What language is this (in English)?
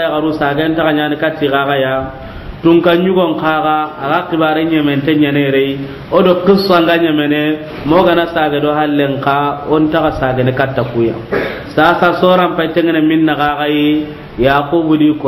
Soninke